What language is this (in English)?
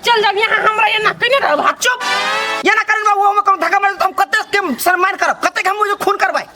Maithili